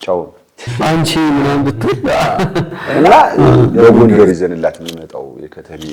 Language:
Amharic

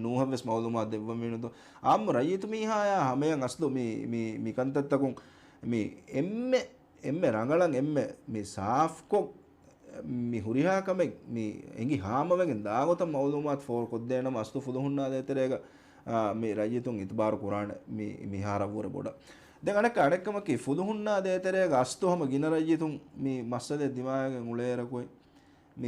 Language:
Divehi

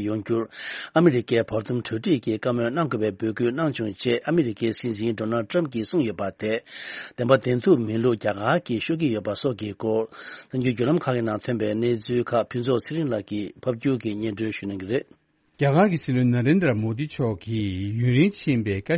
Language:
Tibetan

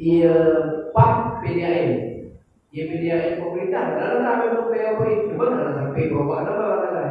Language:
Achinese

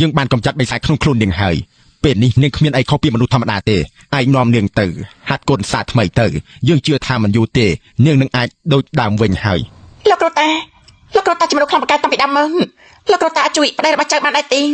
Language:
Khmer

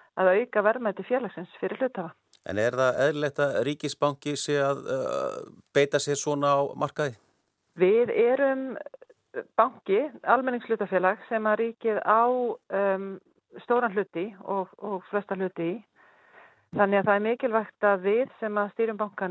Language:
Icelandic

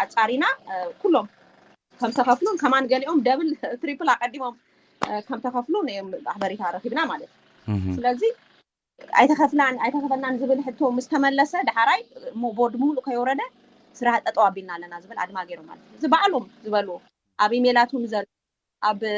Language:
Tigrinya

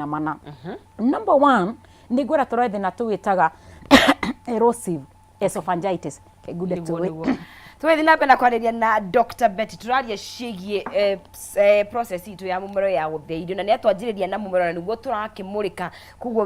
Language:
Kikuyu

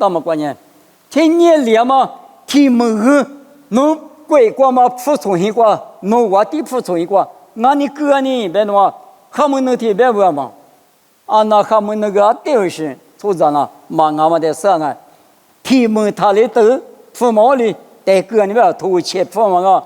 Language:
Lisu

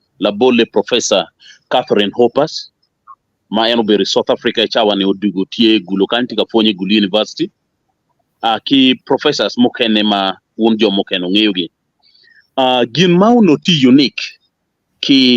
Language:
Acoli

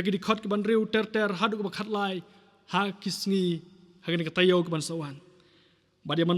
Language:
Khasi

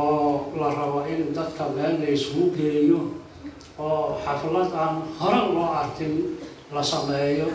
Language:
Somali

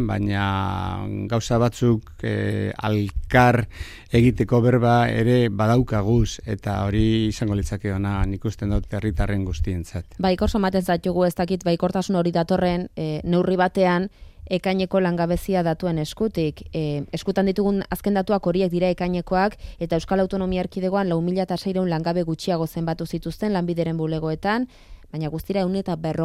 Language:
Basque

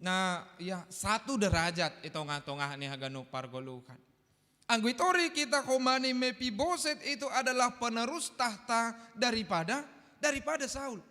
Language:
Batak Simalungun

